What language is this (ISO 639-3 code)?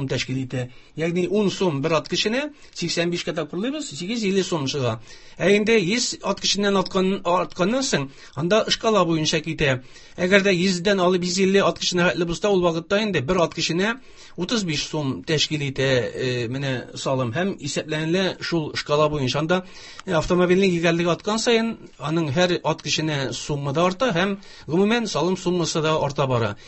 tat